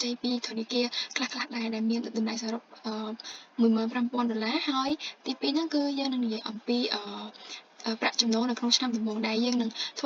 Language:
Khmer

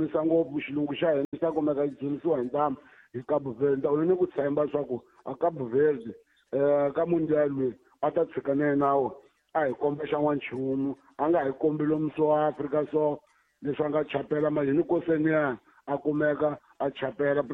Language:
Tsonga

